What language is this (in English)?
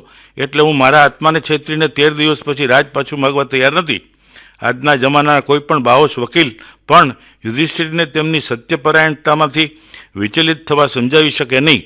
Gujarati